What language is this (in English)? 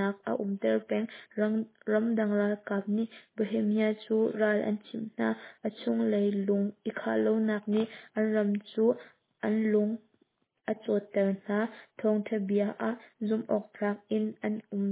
Hakha Chin